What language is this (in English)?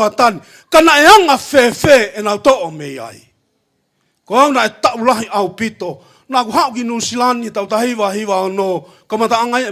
Tongan